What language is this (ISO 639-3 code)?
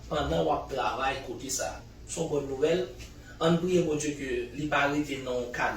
hat